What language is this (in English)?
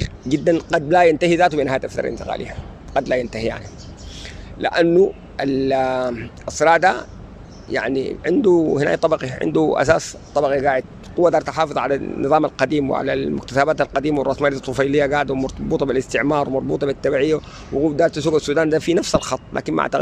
Sudanese Arabic